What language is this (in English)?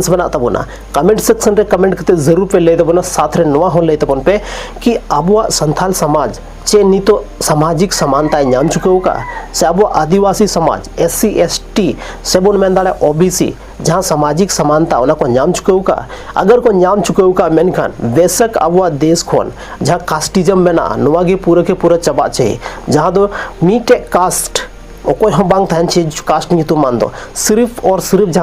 Santali